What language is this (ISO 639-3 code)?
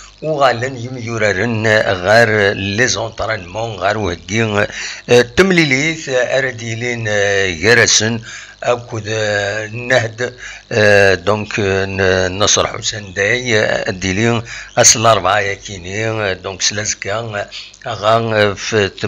kab